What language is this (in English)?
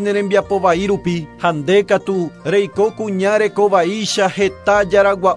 Guarani